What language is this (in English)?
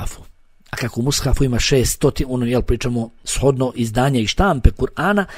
Bosnian